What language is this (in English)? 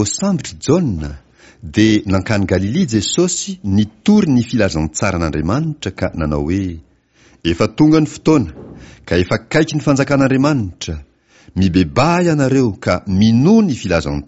Malagasy